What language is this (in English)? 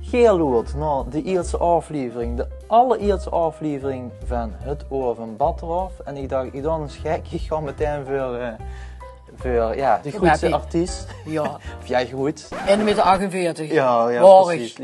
Limburgish